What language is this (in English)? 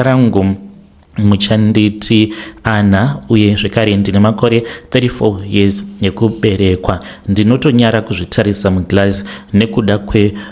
Shona